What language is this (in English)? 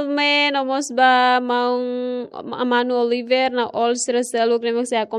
Tetum